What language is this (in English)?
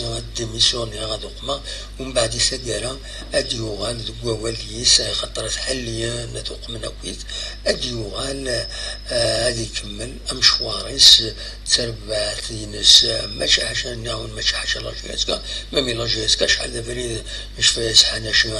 Kabyle